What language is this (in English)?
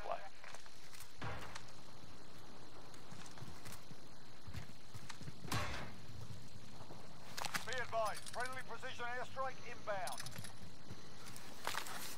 English